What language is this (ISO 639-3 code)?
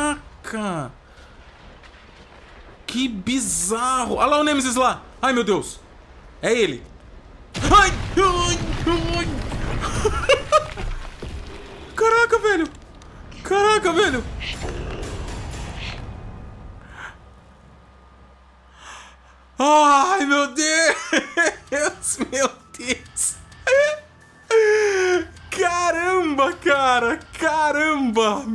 por